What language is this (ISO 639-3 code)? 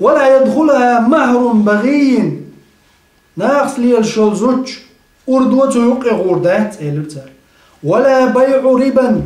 che